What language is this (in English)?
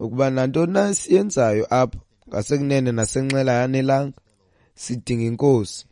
Xhosa